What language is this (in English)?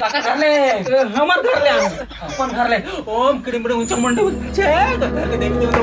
Chhattisgarhi